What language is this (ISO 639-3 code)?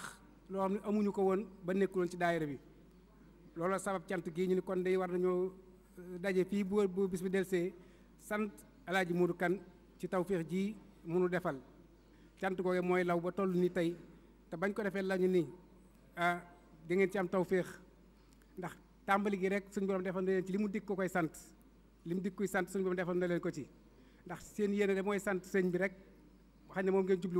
wol